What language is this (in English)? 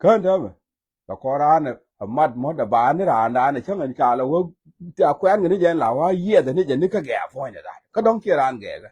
Nuer